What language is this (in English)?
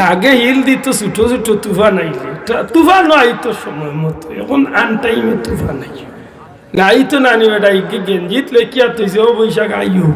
Sylheti